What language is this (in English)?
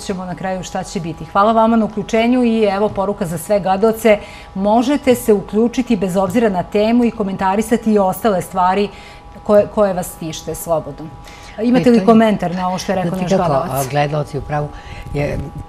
Serbian